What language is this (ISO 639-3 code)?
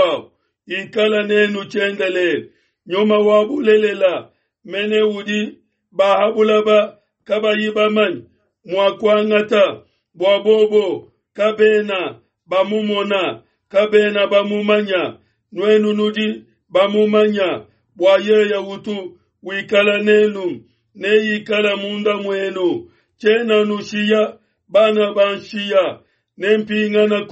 lua